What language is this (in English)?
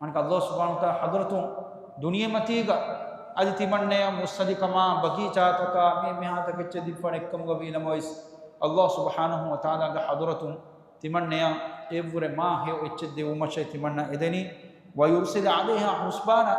Divehi